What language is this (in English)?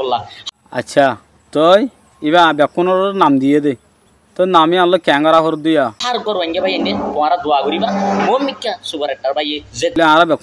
Rohingya